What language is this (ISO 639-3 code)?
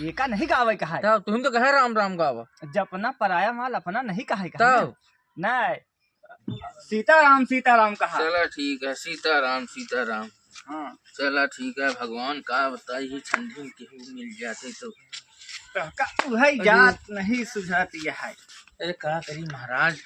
awa